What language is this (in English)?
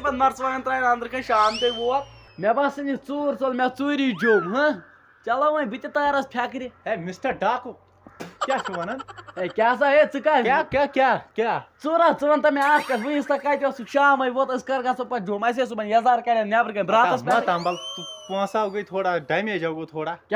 Kashmiri